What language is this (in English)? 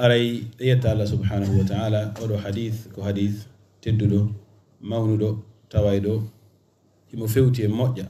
Fula